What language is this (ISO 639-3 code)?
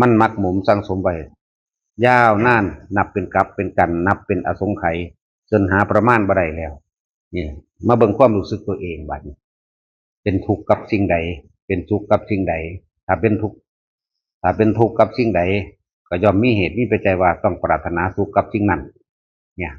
tts